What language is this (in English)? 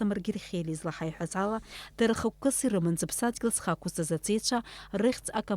Abkhazian